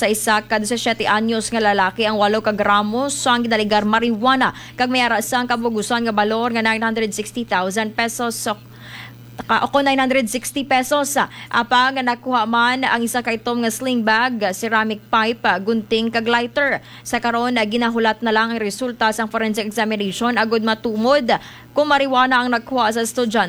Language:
Hiligaynon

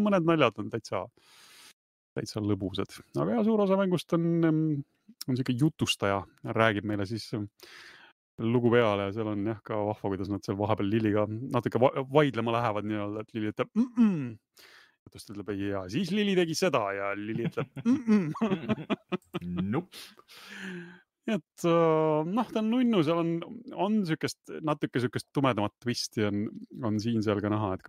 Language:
Estonian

